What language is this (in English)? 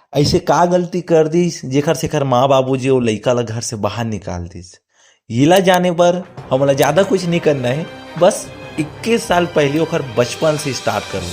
Chhattisgarhi